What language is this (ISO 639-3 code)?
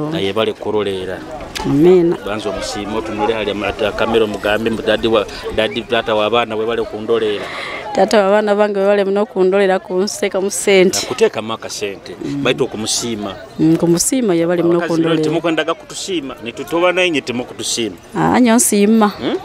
nyo